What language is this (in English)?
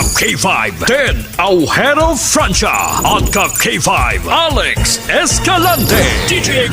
Hiligaynon